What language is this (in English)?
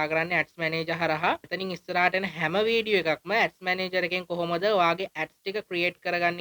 Sinhala